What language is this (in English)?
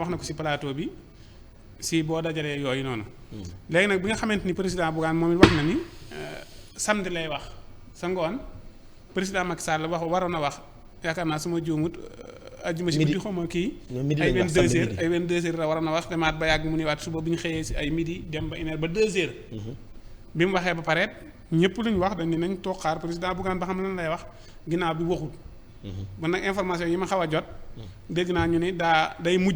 Wolof